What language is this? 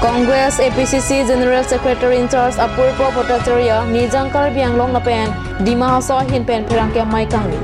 Karbi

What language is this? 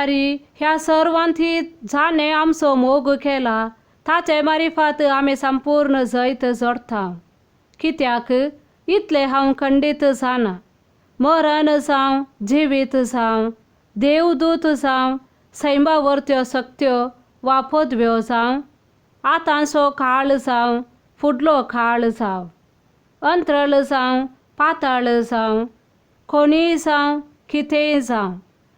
Konkani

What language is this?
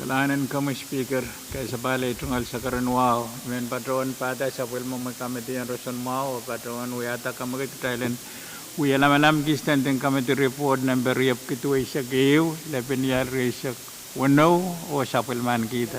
Pohnpeian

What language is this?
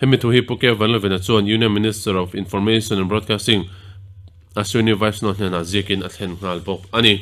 Mizo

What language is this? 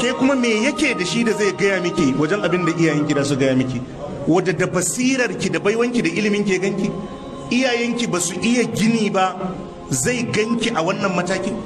Hausa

